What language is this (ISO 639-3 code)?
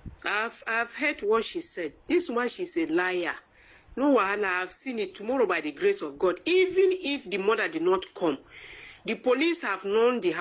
pcm